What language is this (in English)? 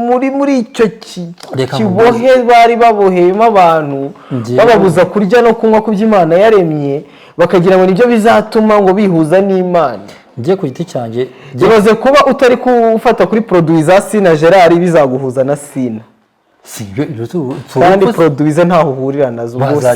Kinyarwanda